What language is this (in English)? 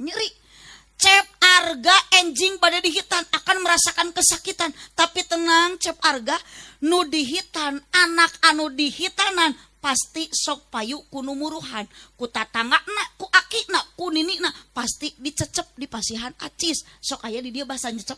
Sundanese